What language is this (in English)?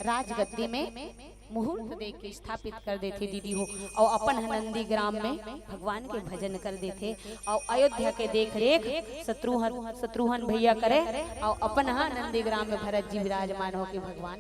Chhattisgarhi